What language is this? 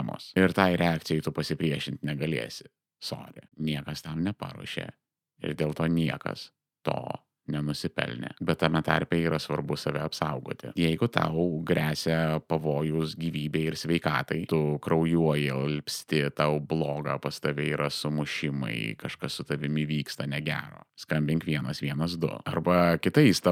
Lithuanian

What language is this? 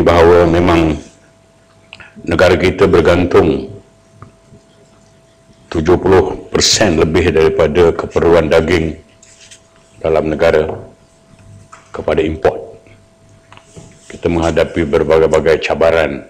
Malay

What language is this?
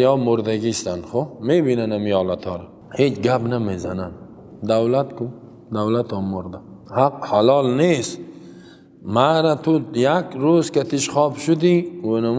Persian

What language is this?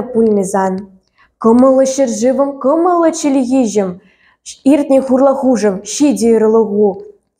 Chuvash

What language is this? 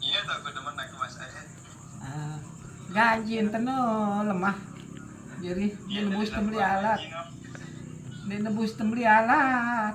Sasak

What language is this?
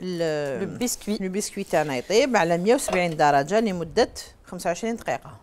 Algerian Arabic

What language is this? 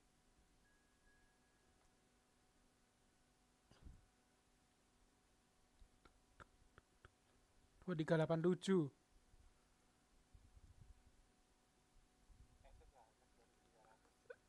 Indonesian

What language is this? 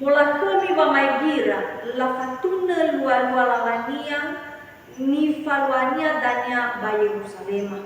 Nias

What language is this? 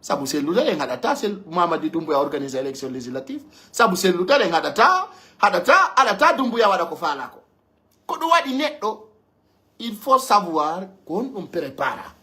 Pular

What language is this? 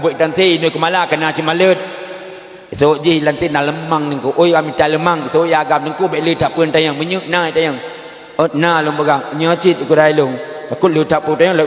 Achinese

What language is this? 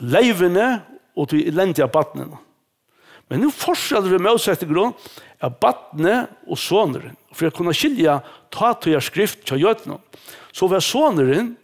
Faroese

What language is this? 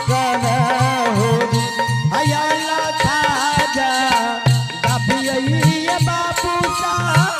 Angika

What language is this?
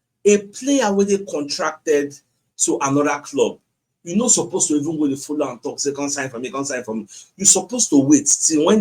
Nigerian Pidgin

